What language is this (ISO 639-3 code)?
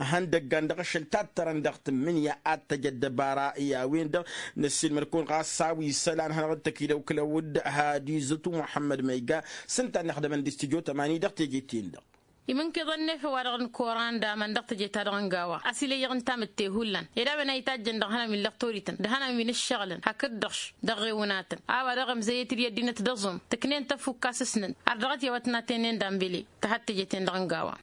taq